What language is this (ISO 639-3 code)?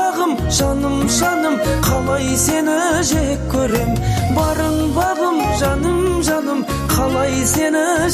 kaz